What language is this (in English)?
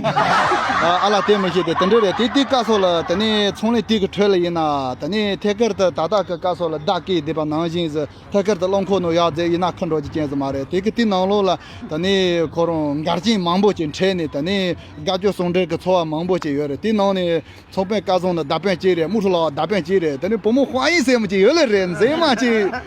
Tibetan